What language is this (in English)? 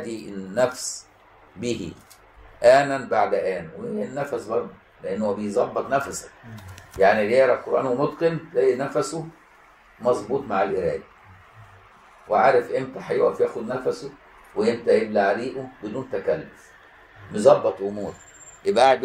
Egyptian Arabic